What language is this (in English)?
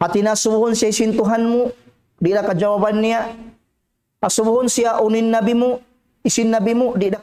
Tausug